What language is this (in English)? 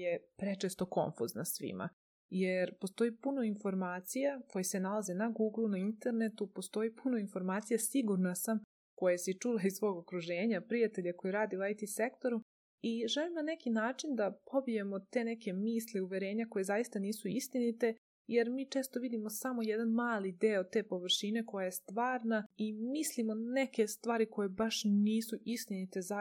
Serbian